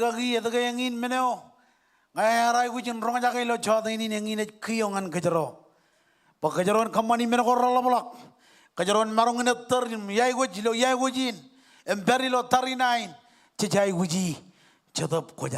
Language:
Marshallese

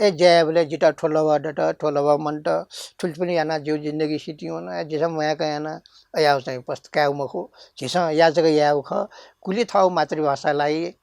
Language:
Newari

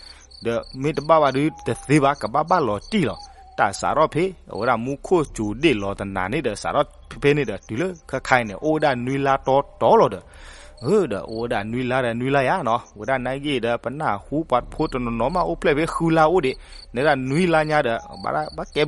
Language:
S'gaw Karen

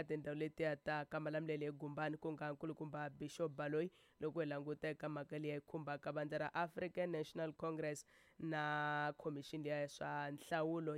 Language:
Tsonga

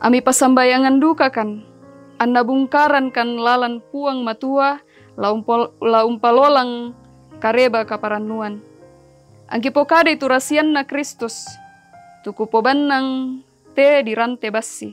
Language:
Toraja-Sa'dan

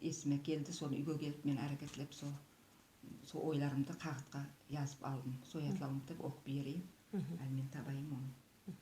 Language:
Nogai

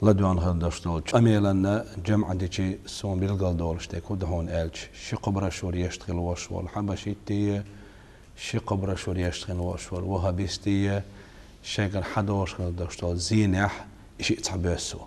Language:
Chechen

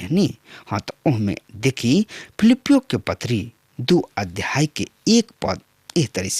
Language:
Bhojpuri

